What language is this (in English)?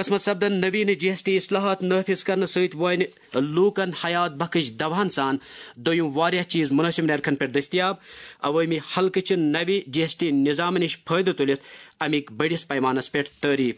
Kashmiri